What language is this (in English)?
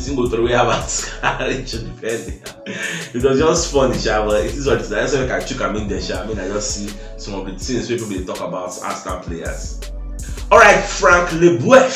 Nigerian Pidgin